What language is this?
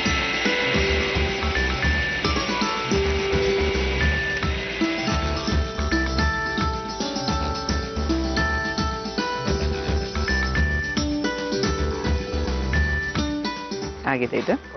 Kannada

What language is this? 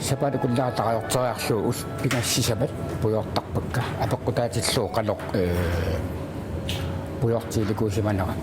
Kalaallisut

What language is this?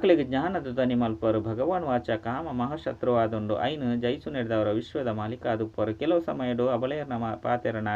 Tulu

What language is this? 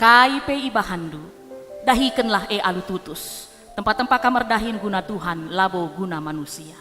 Batak Karo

